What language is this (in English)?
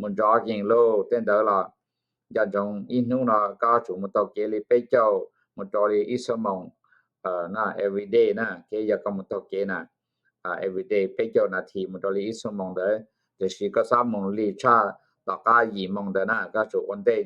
Hmong